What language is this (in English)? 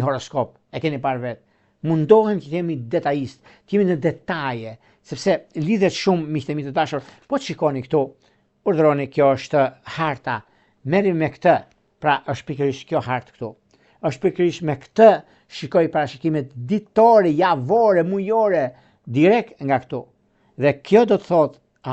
Albanian